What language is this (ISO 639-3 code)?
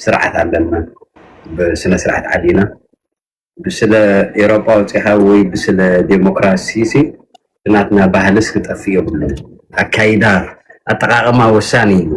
tir